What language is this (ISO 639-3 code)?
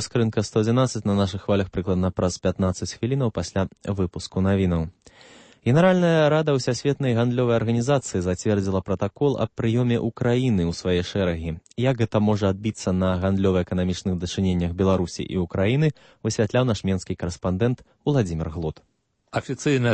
bel